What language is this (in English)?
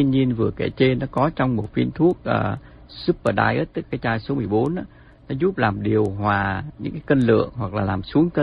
Vietnamese